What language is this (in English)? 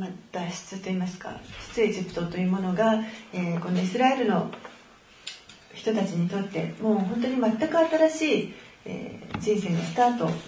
Japanese